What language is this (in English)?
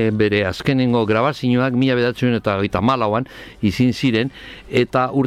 Basque